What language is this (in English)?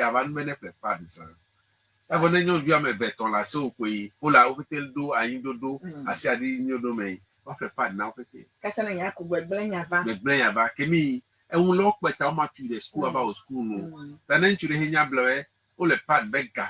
Ewe